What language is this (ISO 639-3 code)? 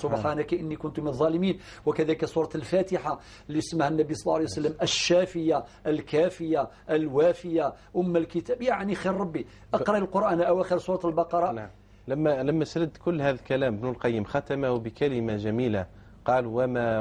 arq